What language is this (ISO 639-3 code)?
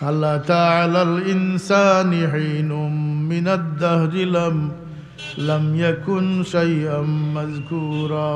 syl